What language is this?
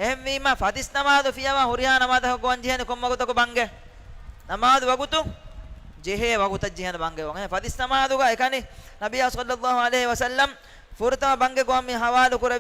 Divehi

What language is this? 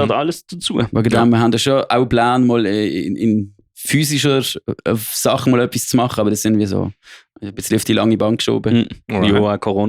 Swiss German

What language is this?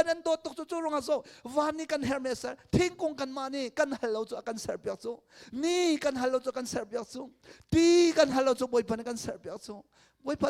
Hakha Chin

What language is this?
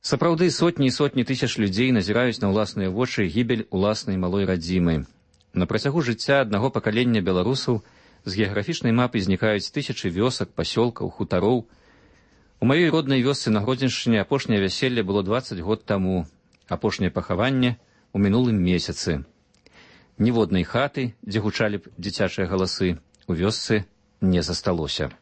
Belarusian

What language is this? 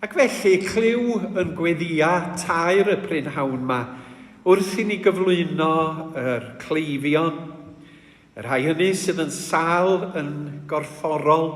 Welsh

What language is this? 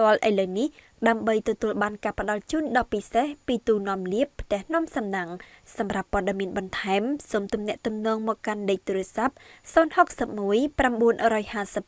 Khmer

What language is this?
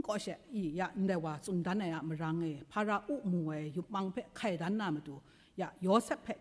Kachin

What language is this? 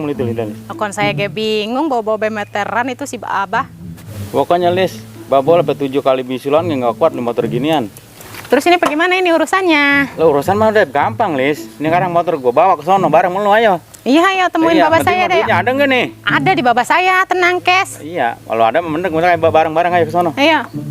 Betawi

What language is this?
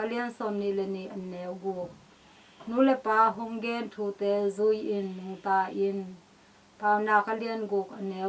Tedim Chin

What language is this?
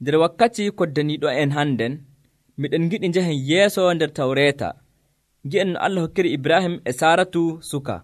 Nigerian Fulfulde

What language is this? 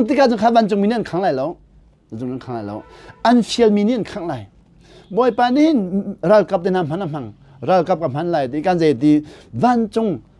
Hakha Chin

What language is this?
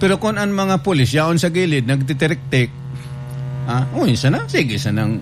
Bikol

